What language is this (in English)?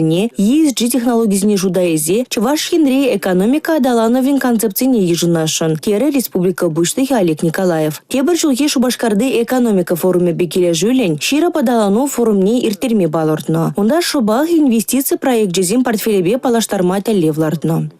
Chuvash